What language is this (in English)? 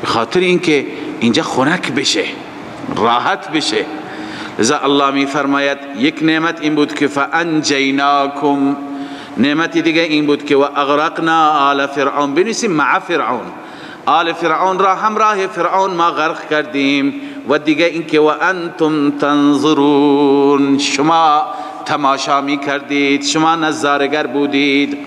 Persian